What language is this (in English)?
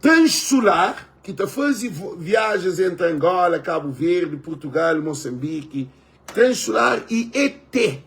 Kabuverdianu